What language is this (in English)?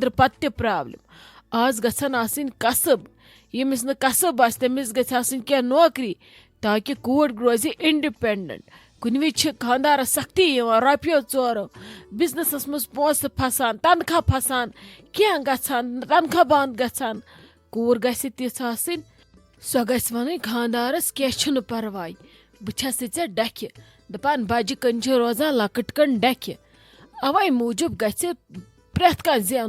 Kashmiri